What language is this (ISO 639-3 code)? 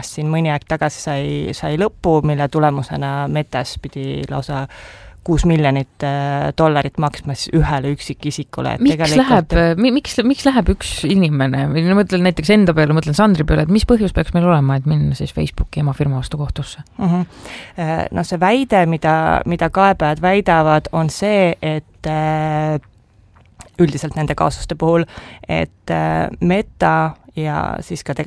est